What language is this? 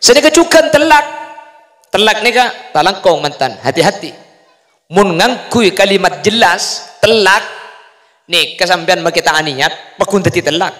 Madurese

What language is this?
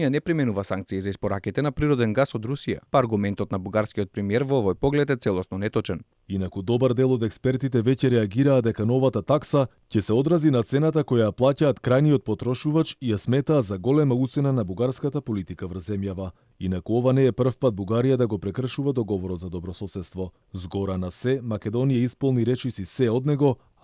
Macedonian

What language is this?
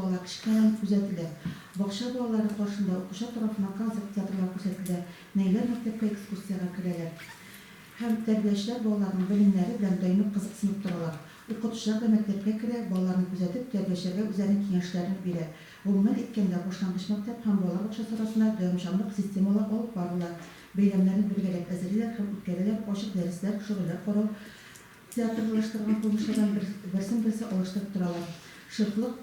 Tatar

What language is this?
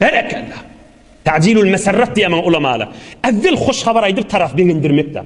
Turkmen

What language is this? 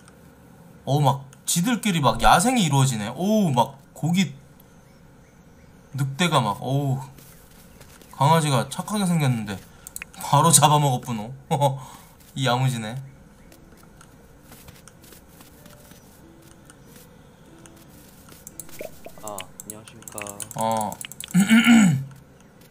Korean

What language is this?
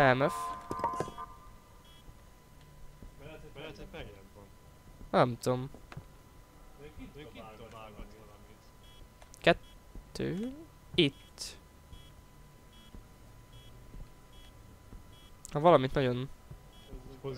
Hungarian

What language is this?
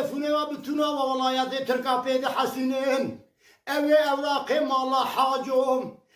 Kurdish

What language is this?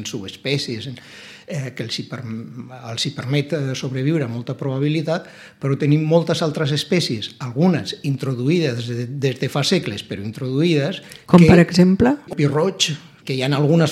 Catalan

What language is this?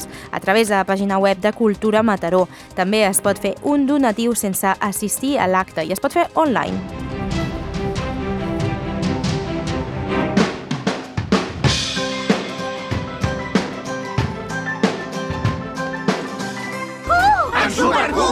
Catalan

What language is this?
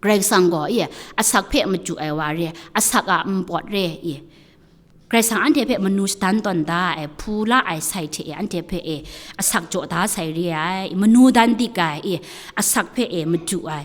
Kachin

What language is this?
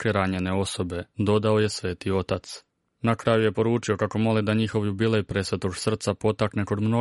Croatian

